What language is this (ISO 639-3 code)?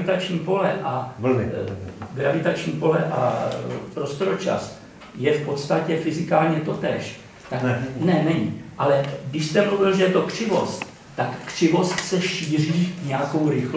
ces